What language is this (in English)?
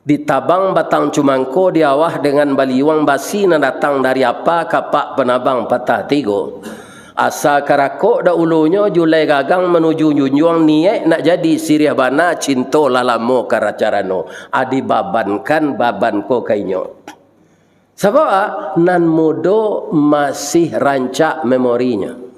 Minangkabau